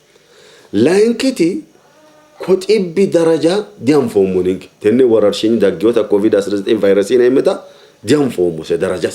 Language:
Sidamo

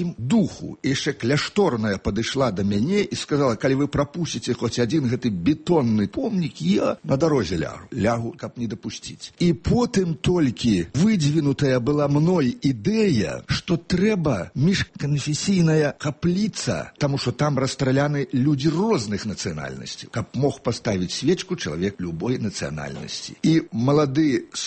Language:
Belarusian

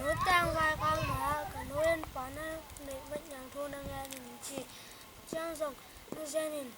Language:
Tedim Chin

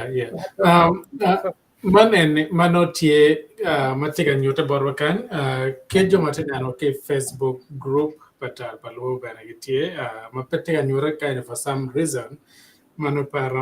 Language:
Acoli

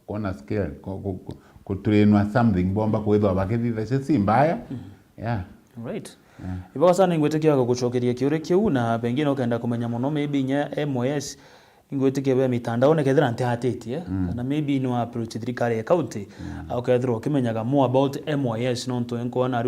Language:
Meru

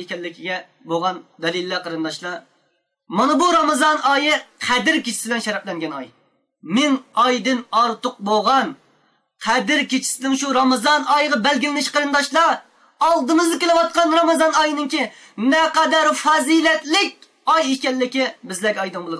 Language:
Uyghur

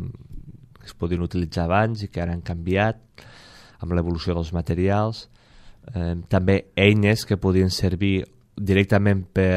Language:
Catalan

